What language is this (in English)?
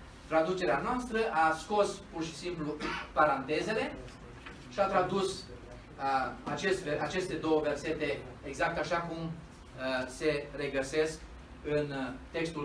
Romanian